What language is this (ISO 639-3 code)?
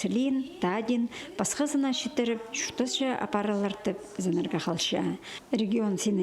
kjh